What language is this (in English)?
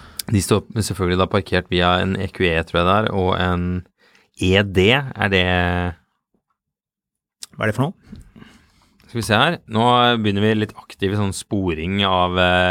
Norwegian